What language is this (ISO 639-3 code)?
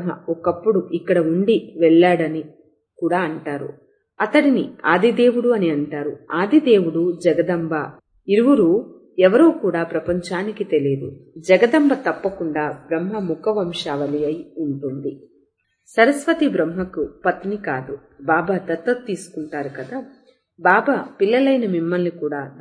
tel